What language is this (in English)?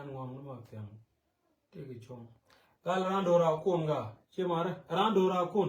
Nuer